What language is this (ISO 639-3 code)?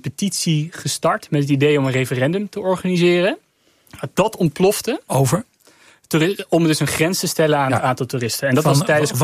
nld